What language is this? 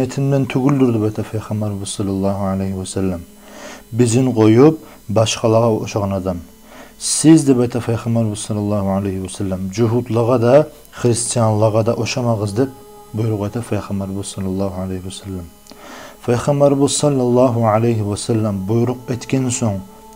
Kumyk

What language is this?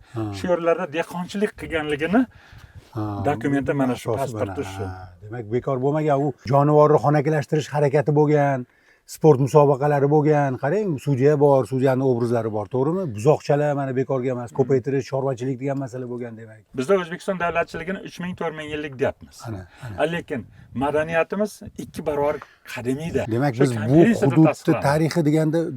Uzbek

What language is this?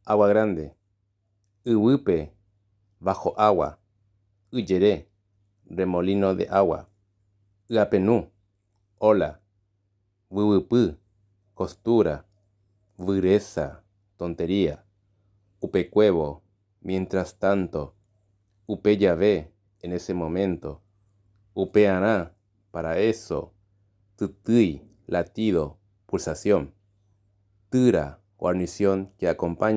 Guarani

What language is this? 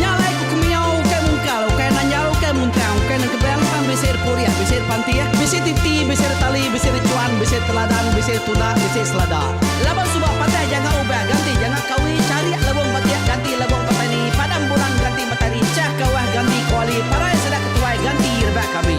Iban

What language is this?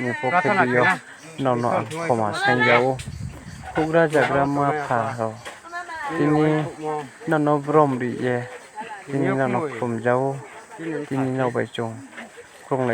Riang (India)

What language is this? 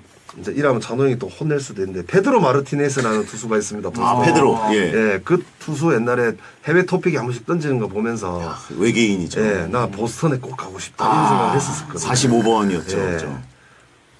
Korean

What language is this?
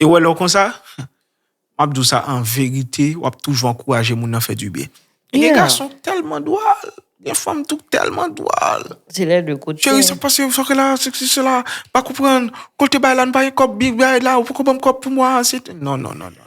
Haitian Creole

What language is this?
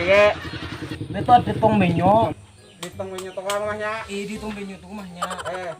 Banjar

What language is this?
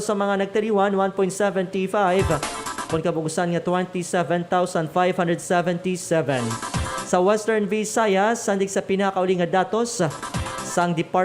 Hiligaynon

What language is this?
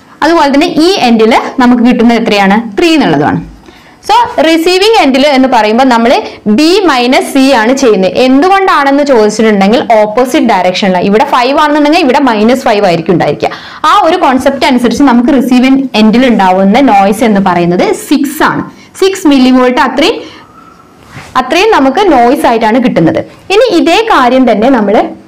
Malayalam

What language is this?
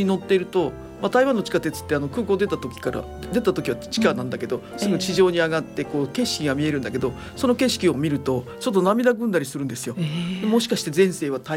Japanese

